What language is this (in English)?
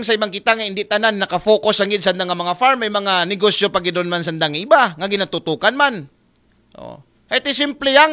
Aklanon